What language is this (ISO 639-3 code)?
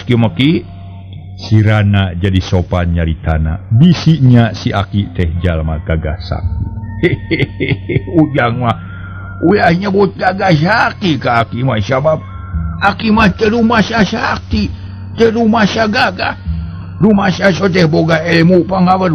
sun